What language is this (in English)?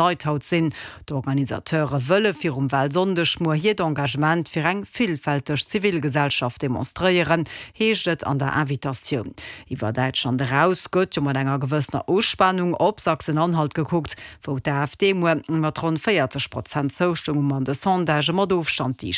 Luxembourgish